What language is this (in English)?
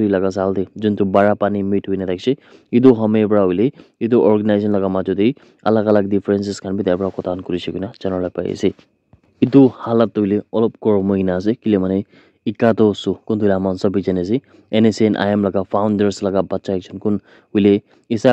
Naga Pidgin